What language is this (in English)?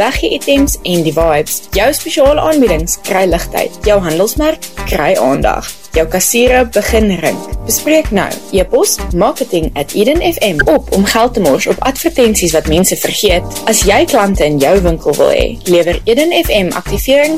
Afrikaans